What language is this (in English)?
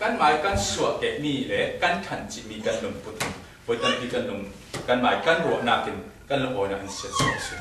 Falam Chin